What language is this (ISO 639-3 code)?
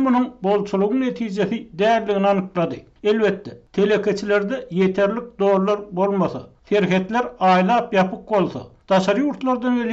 tuk